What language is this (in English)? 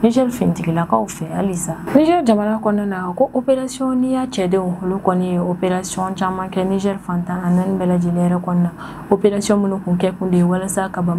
Bambara